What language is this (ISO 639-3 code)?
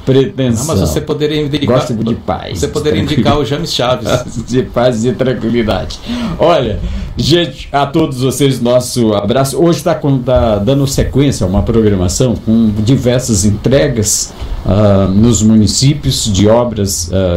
por